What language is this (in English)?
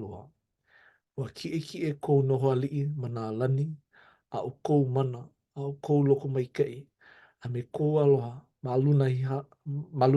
Hawaiian